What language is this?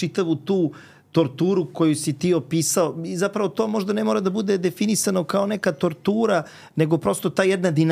Serbian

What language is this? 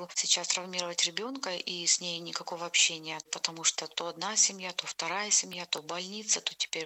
Russian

